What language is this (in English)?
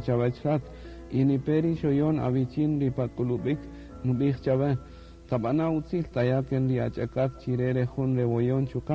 Kaqchikel